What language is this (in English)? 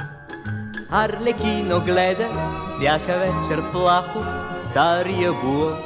Bulgarian